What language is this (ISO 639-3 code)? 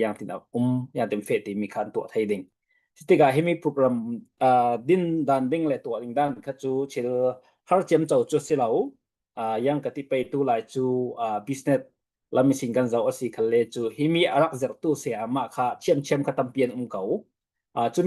cfm